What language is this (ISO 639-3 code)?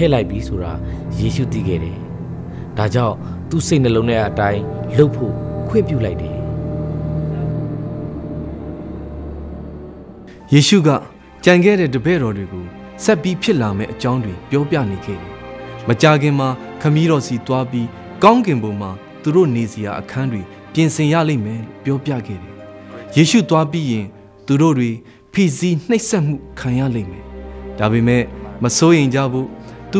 mya